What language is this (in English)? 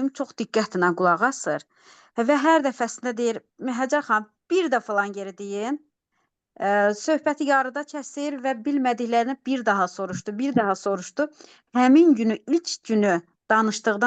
Azerbaijani